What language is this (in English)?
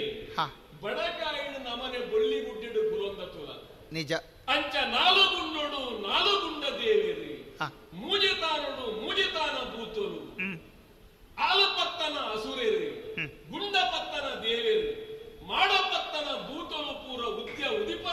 Tulu